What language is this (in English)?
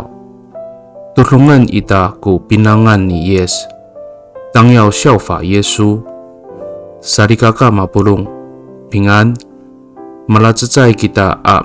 Amis